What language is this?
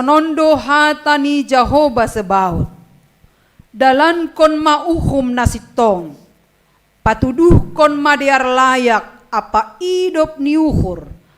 Batak Simalungun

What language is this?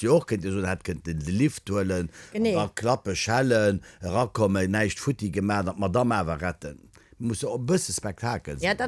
Luxembourgish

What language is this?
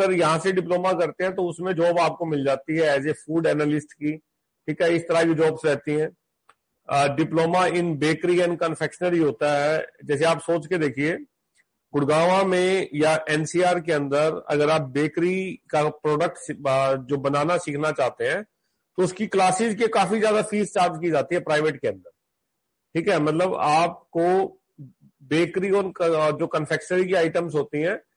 Hindi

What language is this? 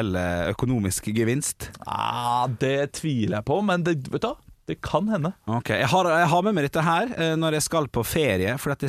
Norwegian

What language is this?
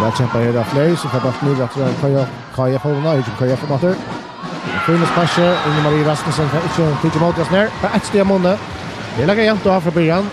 Faroese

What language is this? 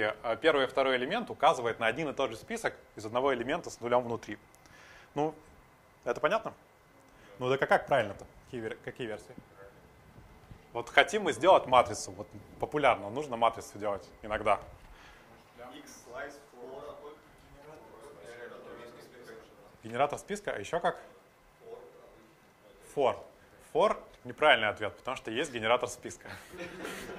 Russian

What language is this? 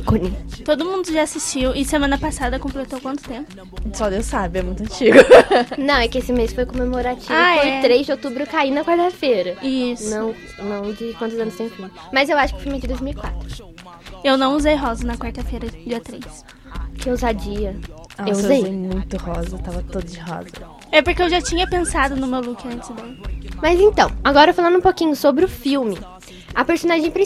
Portuguese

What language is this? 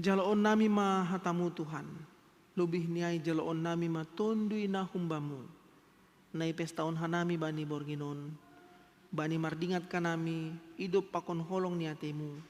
Batak Simalungun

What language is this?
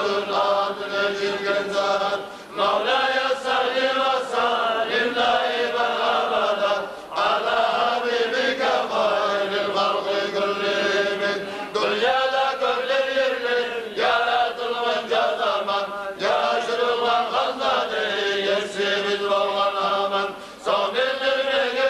Kumyk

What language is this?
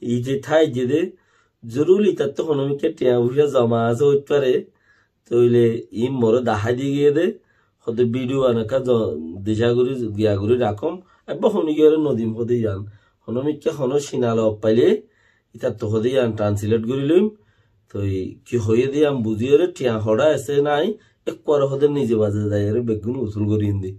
Rohingya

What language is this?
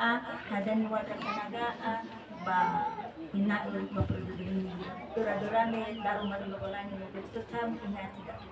Nias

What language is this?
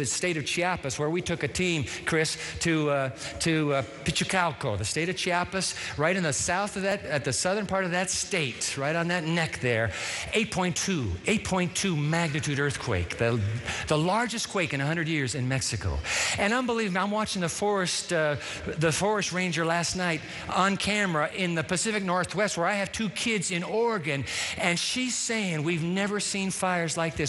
English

